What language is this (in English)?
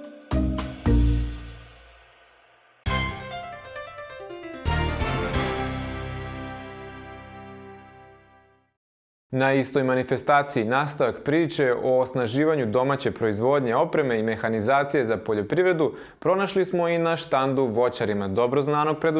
Serbian